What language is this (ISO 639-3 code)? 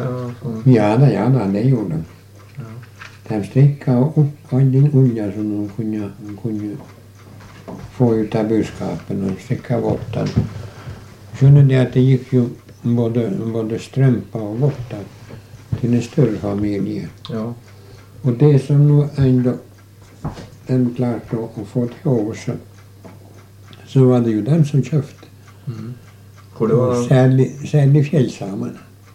nor